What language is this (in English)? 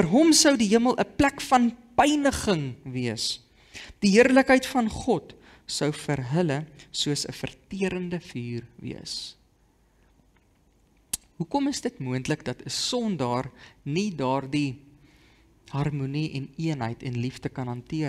Afrikaans